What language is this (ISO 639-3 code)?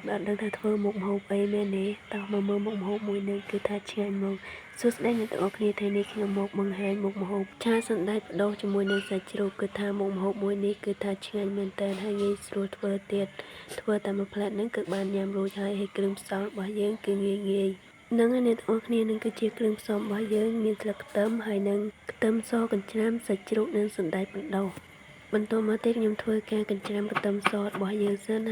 khm